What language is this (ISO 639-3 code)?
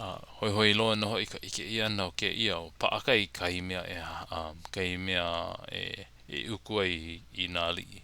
haw